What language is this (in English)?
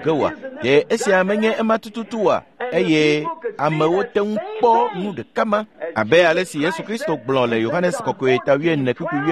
Ewe